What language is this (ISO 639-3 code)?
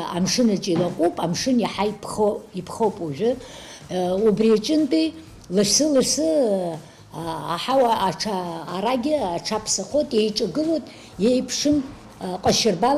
abk